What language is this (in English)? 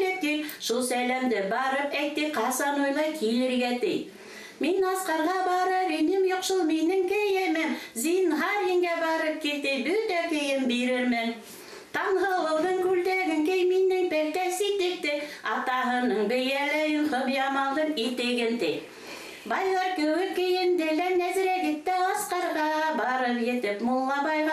Bashkir